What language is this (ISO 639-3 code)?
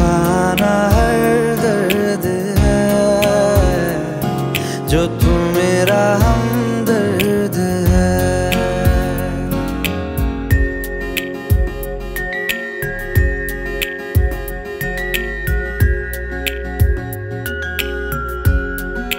hin